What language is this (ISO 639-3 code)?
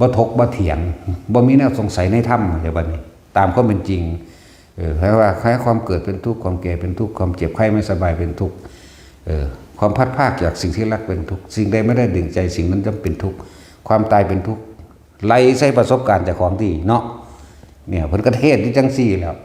tts